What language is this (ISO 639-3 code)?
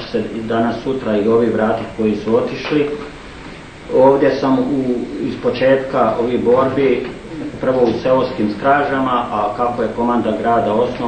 bos